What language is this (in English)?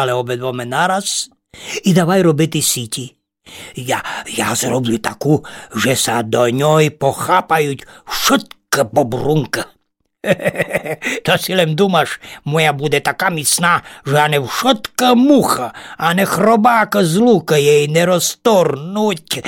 Rusyn